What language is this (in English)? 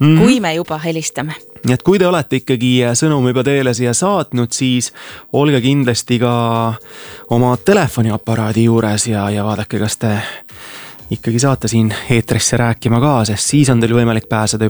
Estonian